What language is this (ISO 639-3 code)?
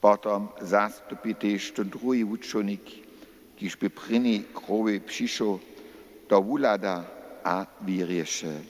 hsb